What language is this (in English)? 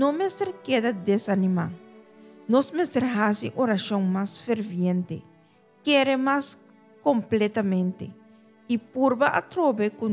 Papiamento